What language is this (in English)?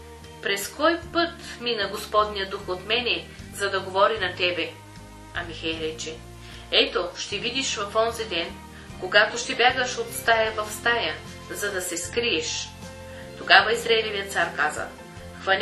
Bulgarian